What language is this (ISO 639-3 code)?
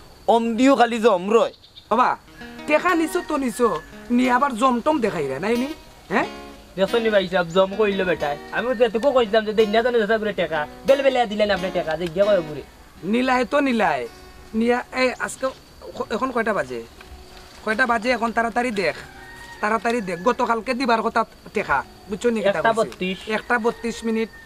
syl